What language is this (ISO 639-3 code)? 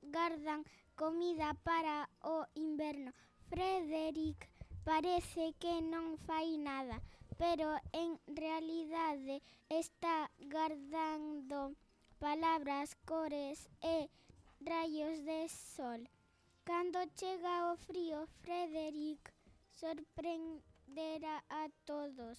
glg